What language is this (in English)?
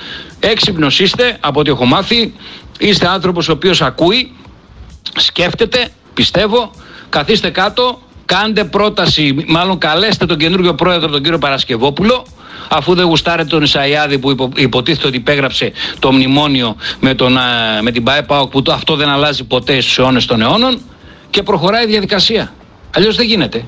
Greek